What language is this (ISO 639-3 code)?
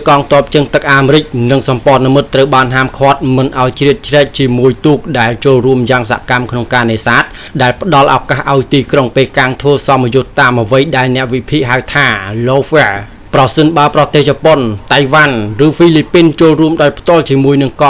khm